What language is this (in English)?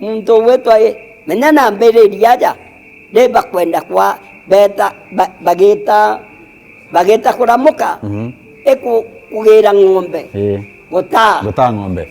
Meru